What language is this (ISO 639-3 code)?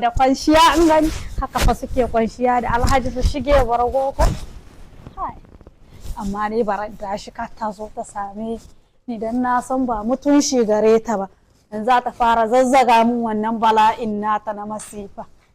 hau